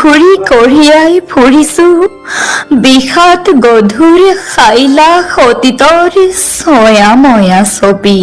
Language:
Assamese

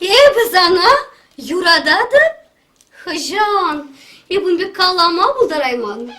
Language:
Chuvash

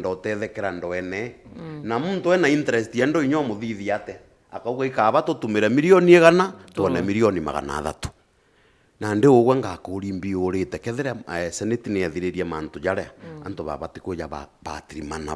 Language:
Meru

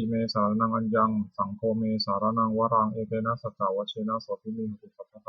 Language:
Pali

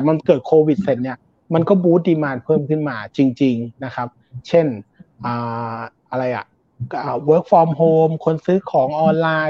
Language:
Thai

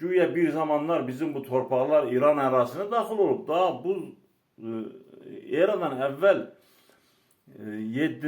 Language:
Azerbaijani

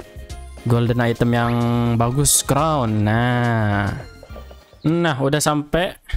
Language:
Indonesian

